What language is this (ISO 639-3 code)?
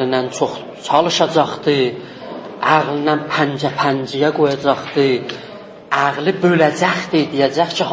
azb